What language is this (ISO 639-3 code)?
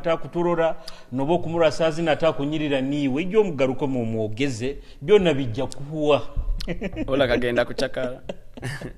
nyo